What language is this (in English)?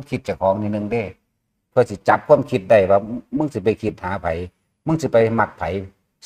Northeastern Thai